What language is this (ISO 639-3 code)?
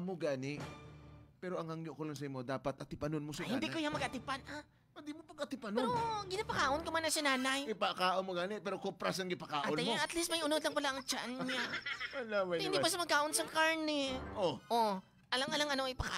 hil